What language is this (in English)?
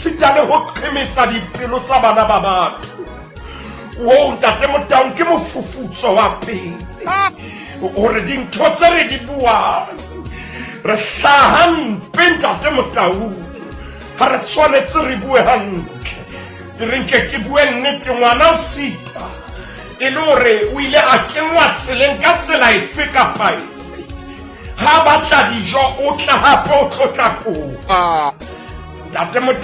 Southern Sotho